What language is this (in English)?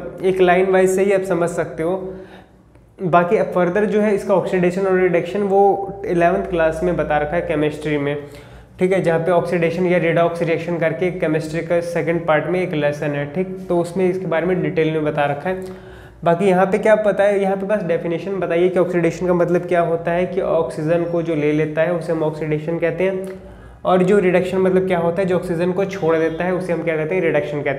Hindi